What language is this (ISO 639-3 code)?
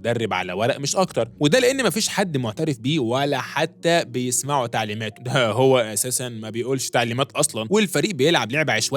arz